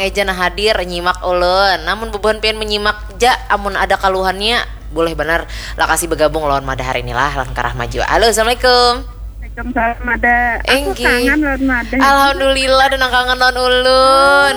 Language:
Banjar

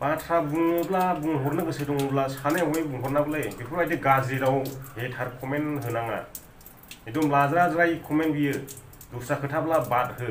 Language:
Bodo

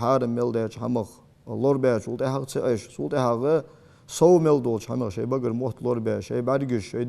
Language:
Ingush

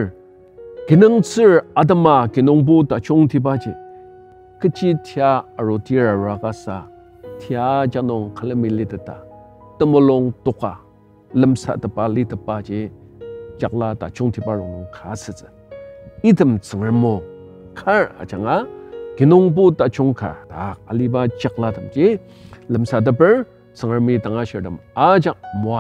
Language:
Ao Naga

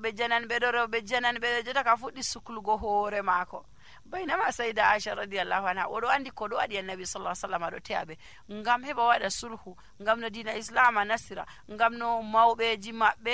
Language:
Nigerian Fulfulde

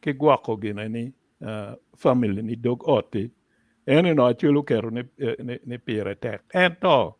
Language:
Acoli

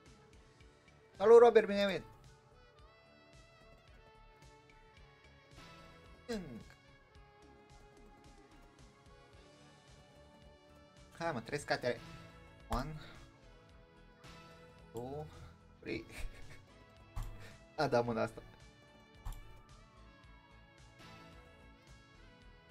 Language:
Romanian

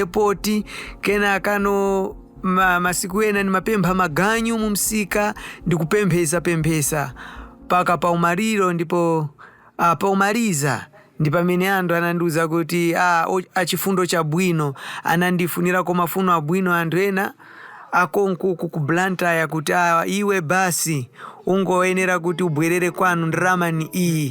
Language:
Nyanja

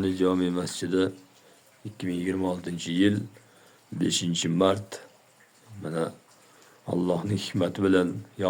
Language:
Uzbek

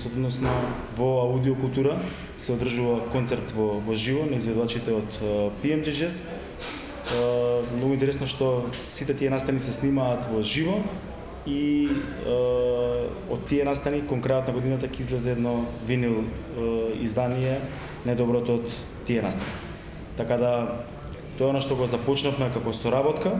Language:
Macedonian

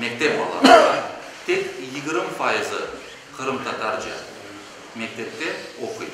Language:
Crimean Tatar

